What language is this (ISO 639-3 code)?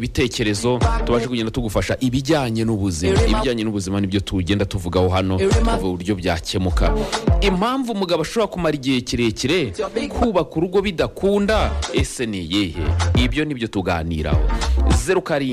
kin